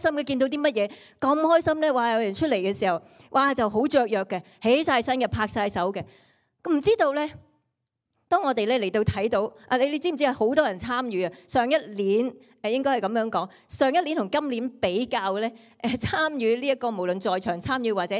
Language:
Cantonese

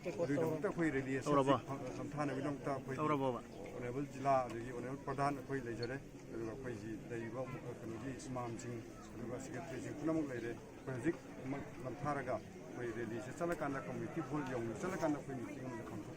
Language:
Manipuri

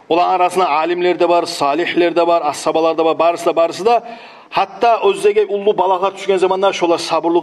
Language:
Kumyk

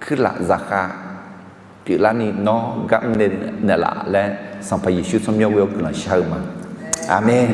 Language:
Akha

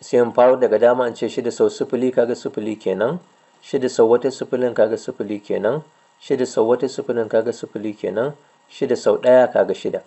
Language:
Hausa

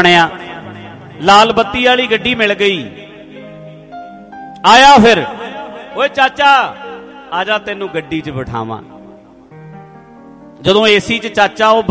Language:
Punjabi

